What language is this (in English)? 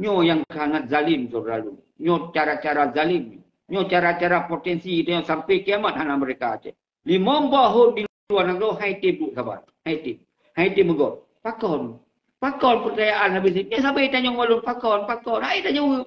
Achinese